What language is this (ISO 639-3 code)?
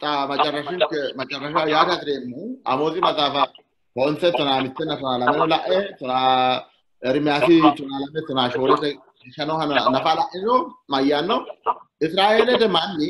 sid